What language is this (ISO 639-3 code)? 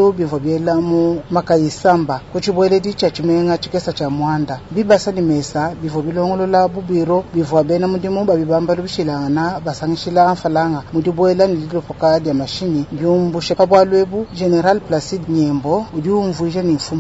lua